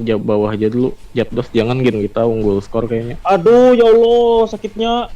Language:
Banjar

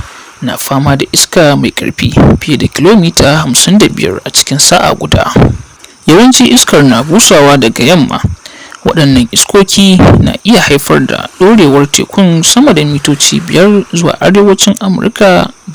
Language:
Hausa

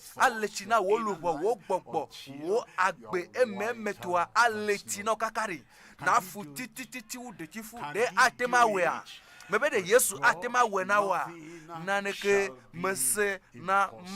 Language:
Ewe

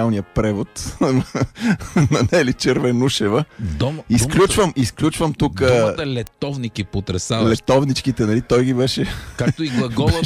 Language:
Bulgarian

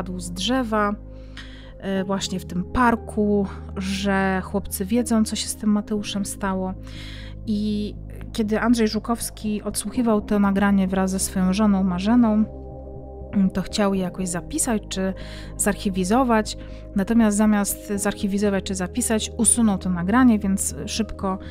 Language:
Polish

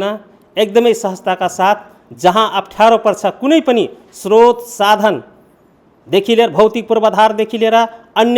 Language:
Nepali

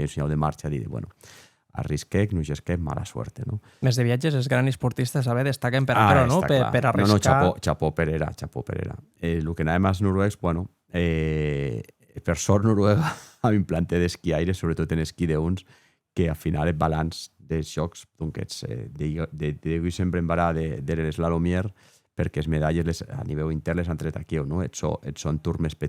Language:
Occitan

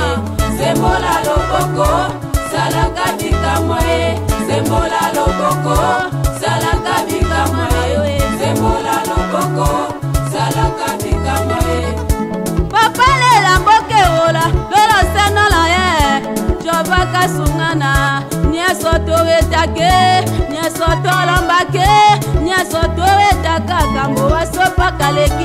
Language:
Tetela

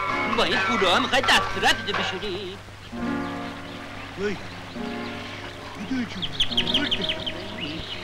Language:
Persian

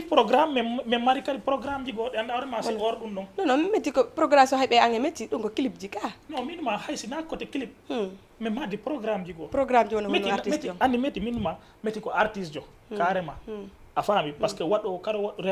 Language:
Fula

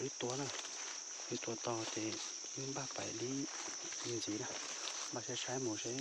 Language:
Hmong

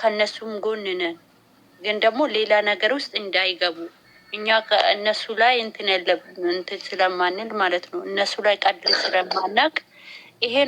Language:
Amharic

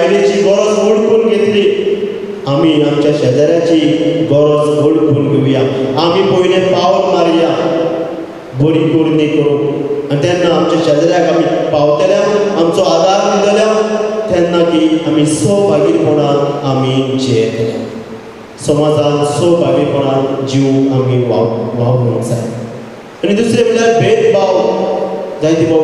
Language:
Konkani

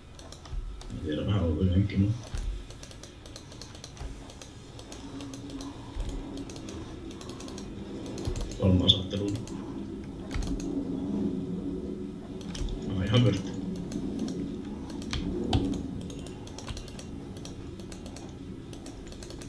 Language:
Finnish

